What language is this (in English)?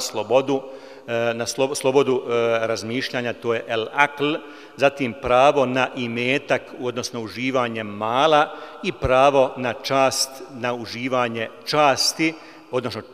Bosnian